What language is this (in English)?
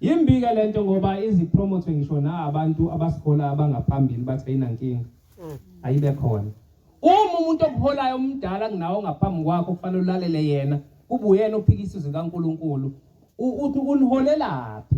Zulu